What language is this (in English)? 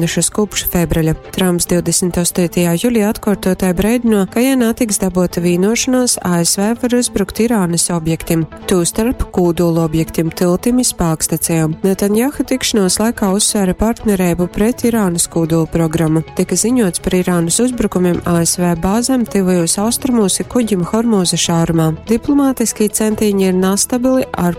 Latgalian